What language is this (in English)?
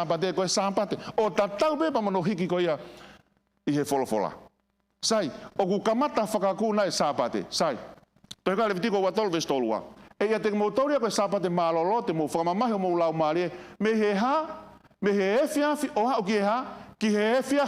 Tongan